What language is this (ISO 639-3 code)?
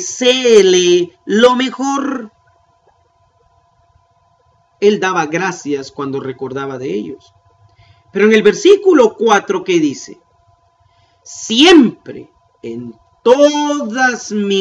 spa